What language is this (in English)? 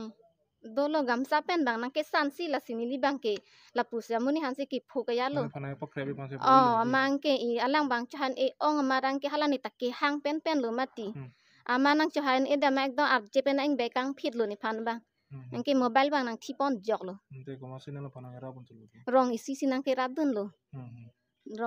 Karbi